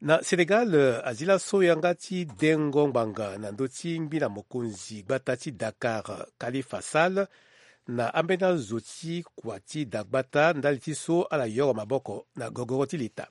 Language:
Sango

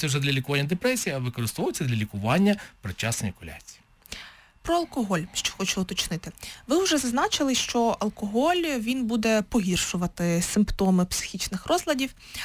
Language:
Ukrainian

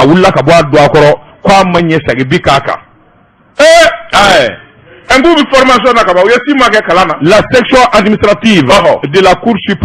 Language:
Bambara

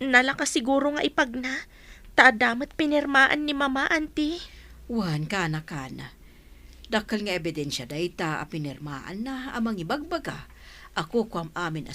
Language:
Iloko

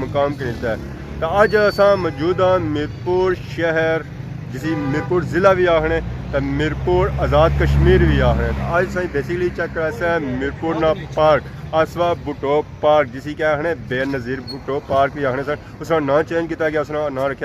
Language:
Pahari-Potwari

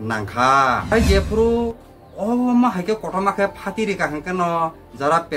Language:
Kok Borok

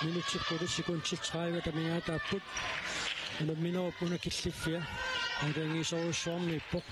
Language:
Kalaallisut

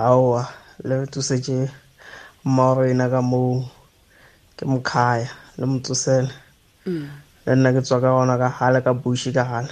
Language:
Tswana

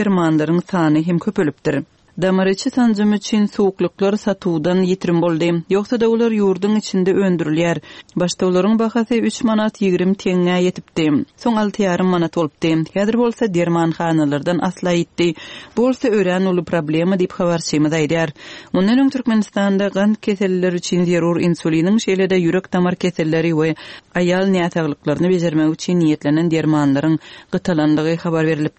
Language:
Turkmen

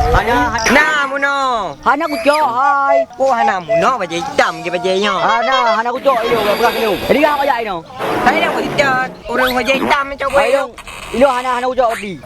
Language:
Achinese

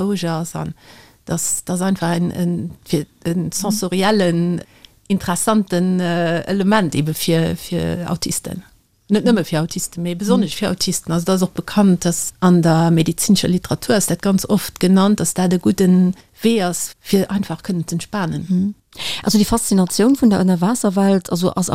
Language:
Luxembourgish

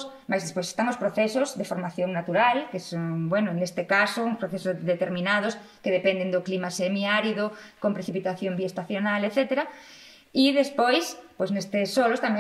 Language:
Galician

